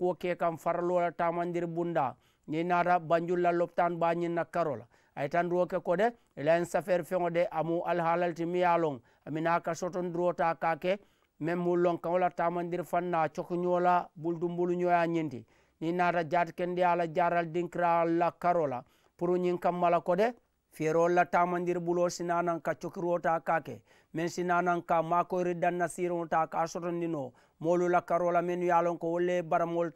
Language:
Mandingo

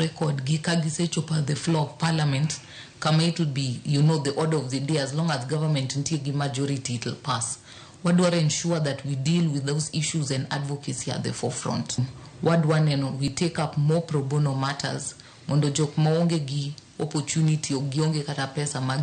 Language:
Luo (Kenya and Tanzania)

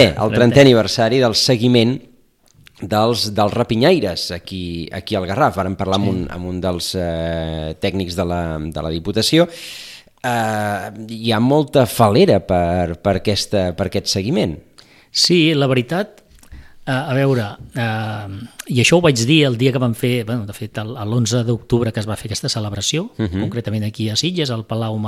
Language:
Catalan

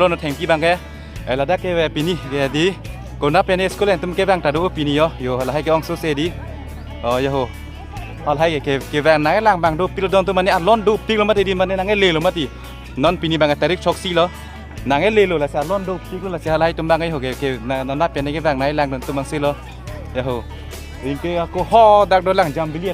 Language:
Karbi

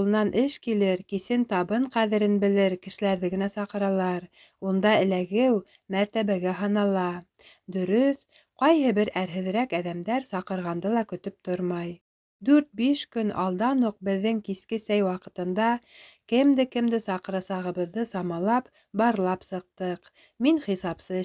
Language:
Bashkir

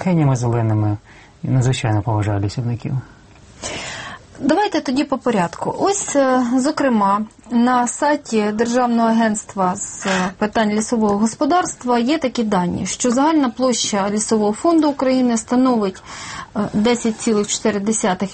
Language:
Ukrainian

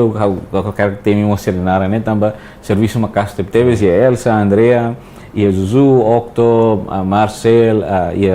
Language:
Tetum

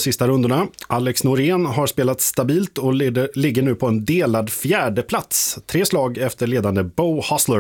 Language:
Swedish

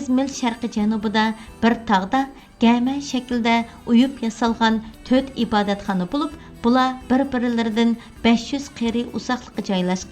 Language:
Uyghur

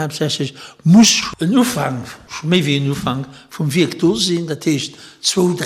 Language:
Luxembourgish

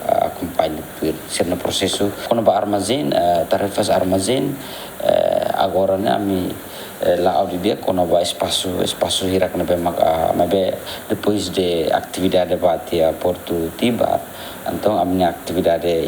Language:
Tetum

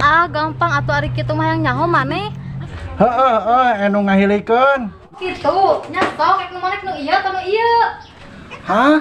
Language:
Sundanese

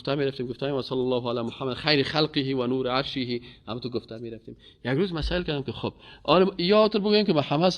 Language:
Persian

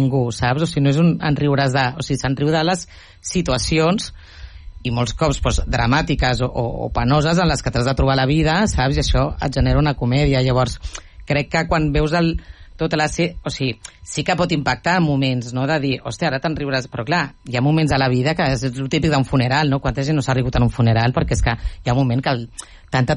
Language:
Catalan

